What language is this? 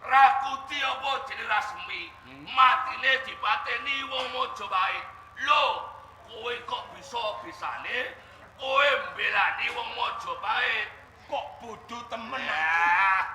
Javanese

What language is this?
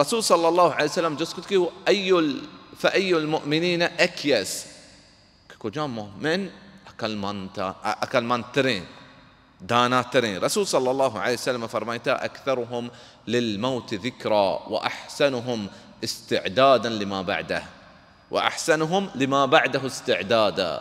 Baluchi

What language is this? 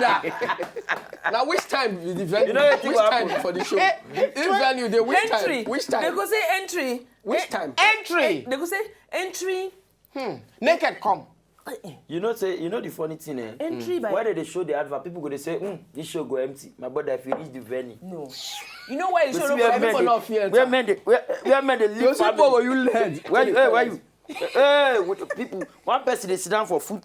Nigerian Pidgin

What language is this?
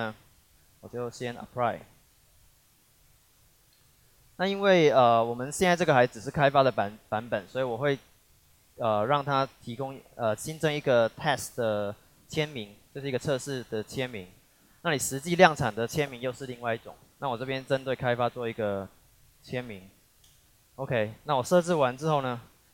Chinese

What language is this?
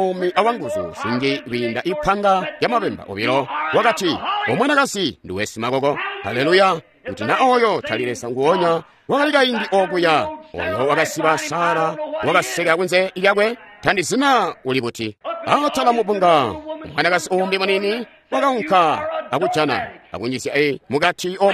Tonga (Zambia)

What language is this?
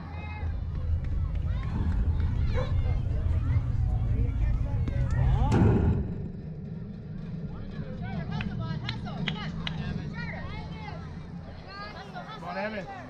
English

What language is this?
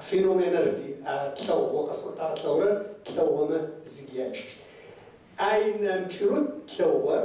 Kabardian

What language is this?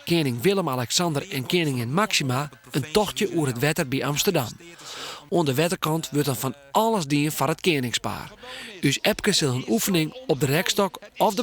Western Frisian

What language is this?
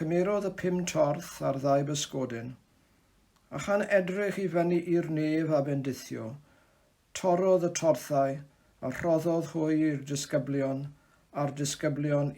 Welsh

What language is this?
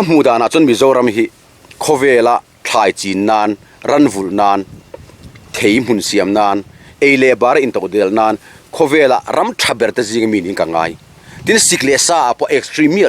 Mizo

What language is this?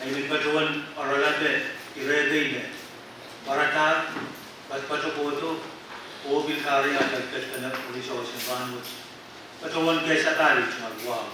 Pohnpeian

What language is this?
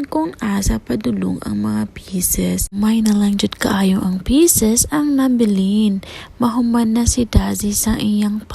Cebuano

